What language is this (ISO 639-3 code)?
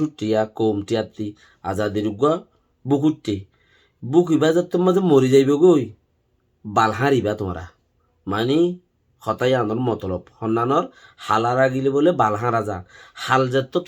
rhg